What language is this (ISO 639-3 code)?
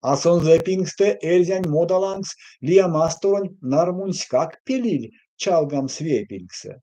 myv